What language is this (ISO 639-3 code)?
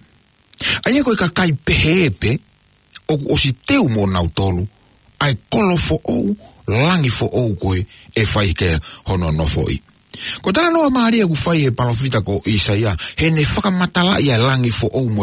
ton